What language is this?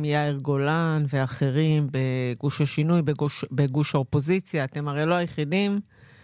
Hebrew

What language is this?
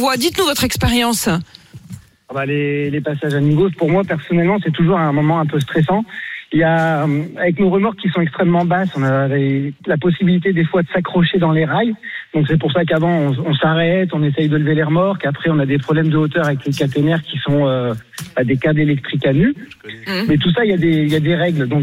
French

